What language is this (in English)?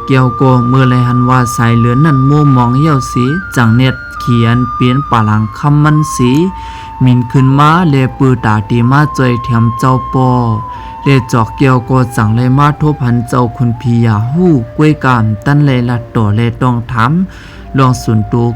Shan